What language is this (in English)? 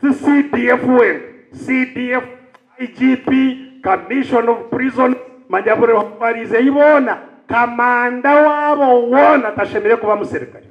Nyankole